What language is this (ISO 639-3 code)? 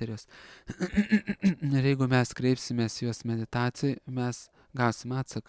lit